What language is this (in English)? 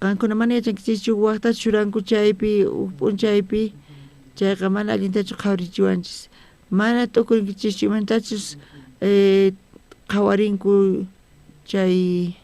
South Bolivian Quechua